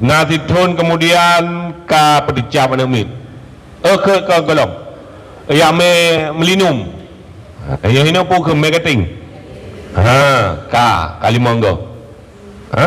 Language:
Achinese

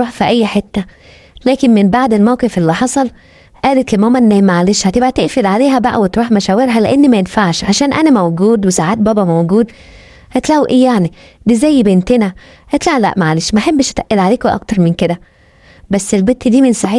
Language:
Egyptian Arabic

